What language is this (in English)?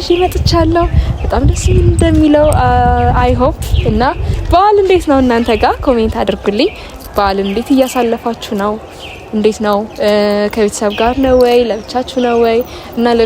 Amharic